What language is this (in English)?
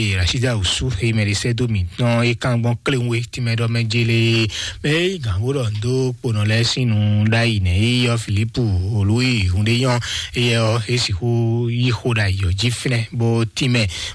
Fon